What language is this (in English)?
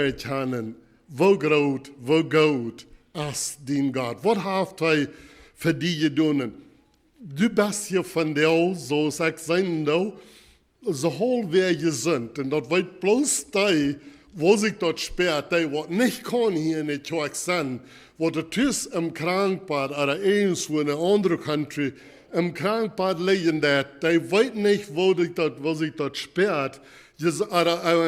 Plautdietsch